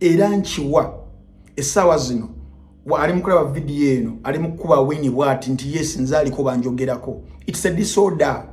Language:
Ganda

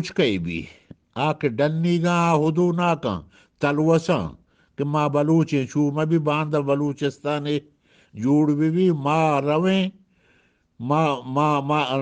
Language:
Eastern Balochi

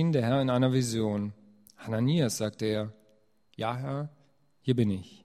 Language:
German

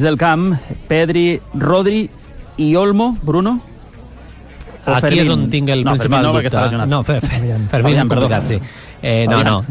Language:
Catalan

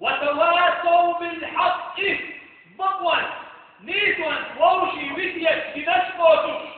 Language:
Chechen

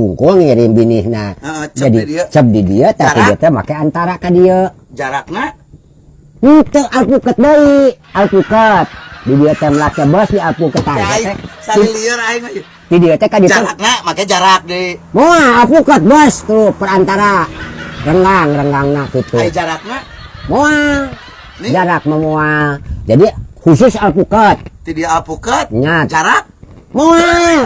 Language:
Sundanese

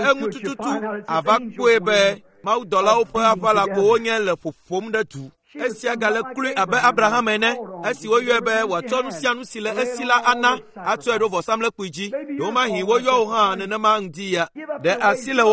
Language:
Ewe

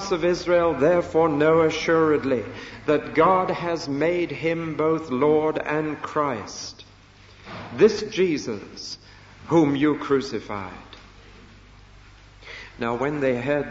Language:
English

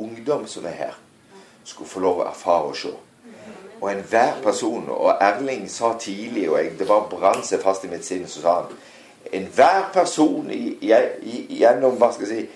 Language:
Norwegian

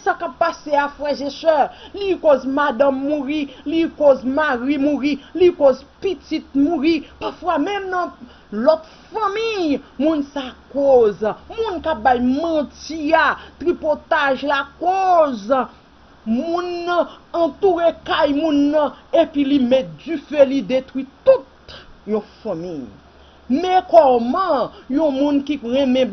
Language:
Haitian Creole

